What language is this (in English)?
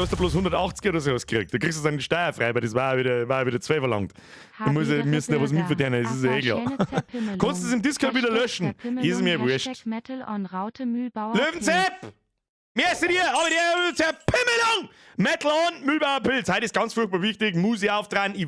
Bavarian